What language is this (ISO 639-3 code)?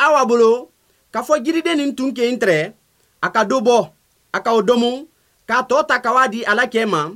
bam